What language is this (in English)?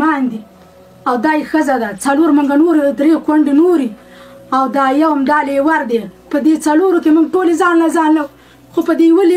Pashto